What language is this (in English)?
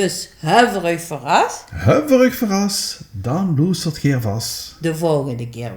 Limburgish